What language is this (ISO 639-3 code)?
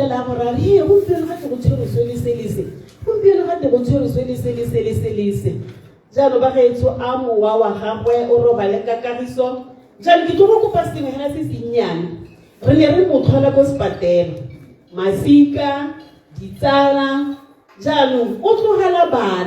tsn